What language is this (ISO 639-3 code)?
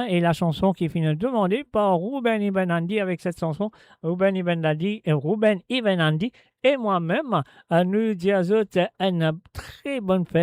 mfe